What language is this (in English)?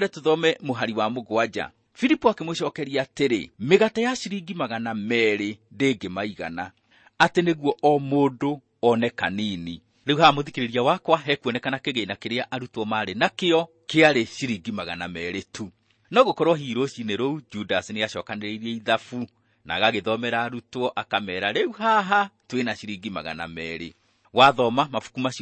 Kikuyu